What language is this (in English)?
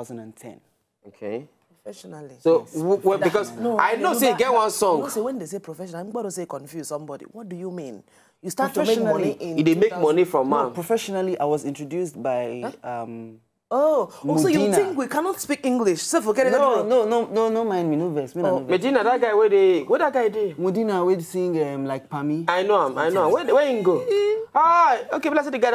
Nigerian Pidgin